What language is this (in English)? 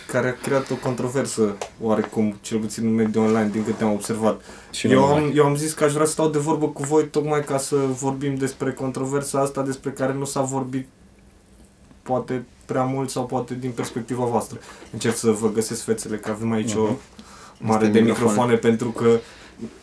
Romanian